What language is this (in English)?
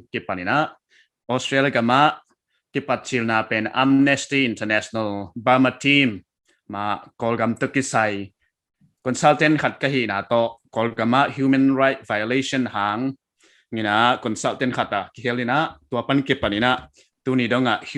Paite Chin